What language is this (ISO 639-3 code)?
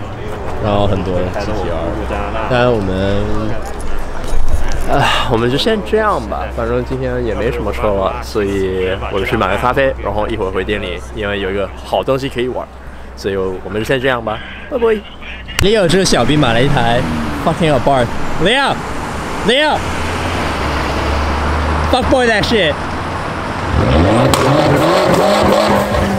zho